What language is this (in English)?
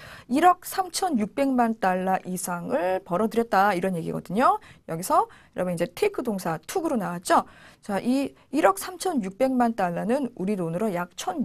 Korean